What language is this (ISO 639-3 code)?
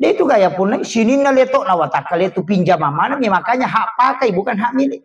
bug